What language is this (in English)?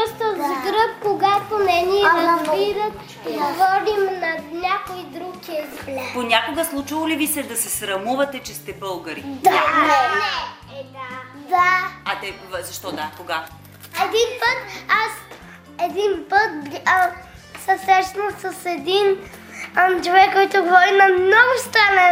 Bulgarian